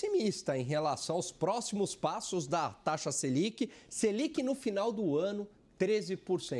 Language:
Portuguese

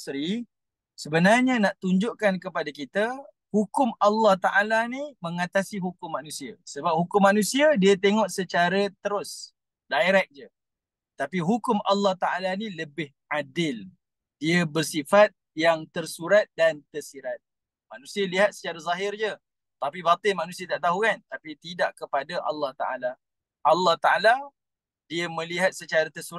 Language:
Malay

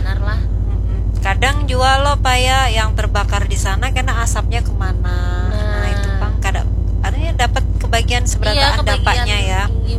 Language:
Banjar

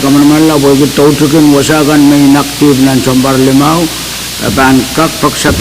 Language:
Pohnpeian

